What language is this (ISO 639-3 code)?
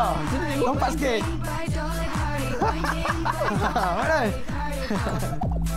msa